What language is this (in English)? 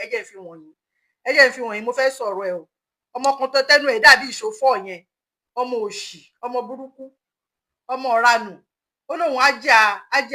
Yoruba